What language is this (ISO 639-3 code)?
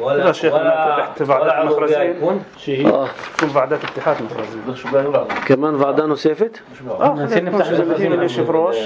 apc